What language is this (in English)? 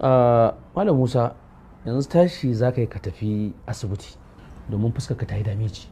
Hausa